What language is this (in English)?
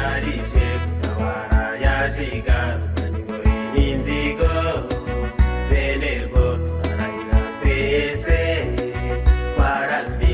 Kinyarwanda